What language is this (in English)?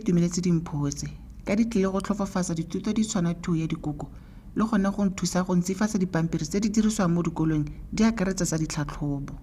Tswana